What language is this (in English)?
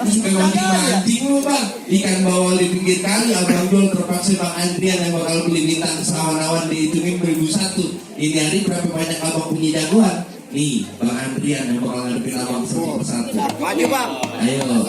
Betawi